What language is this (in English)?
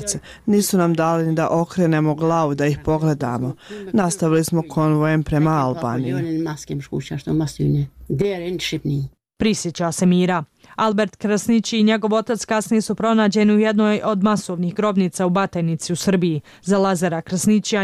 Bosnian